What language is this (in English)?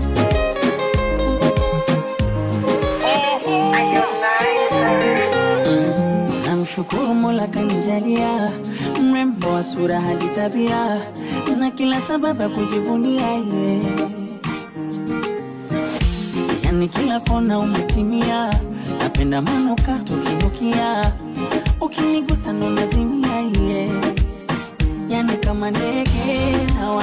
Swahili